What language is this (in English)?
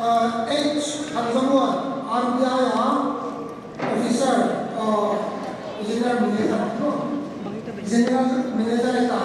Paite Chin